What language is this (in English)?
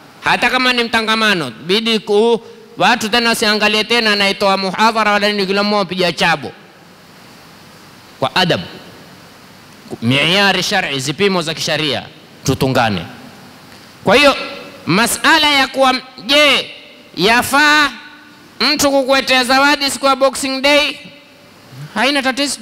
Swahili